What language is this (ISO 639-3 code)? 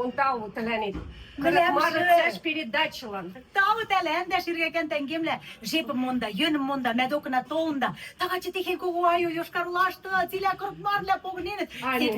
mrj